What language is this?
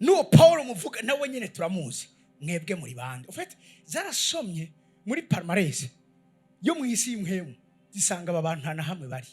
Rundi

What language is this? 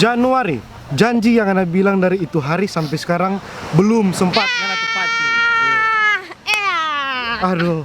Manado Malay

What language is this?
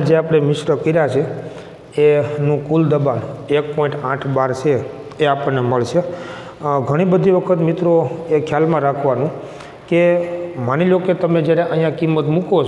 Gujarati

